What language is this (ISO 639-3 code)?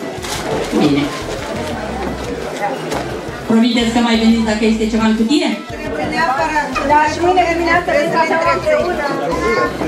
ron